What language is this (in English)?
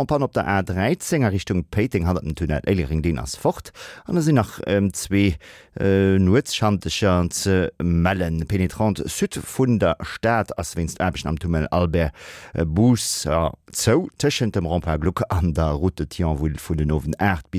Luxembourgish